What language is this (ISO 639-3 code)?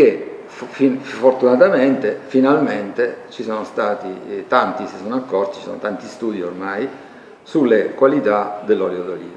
ita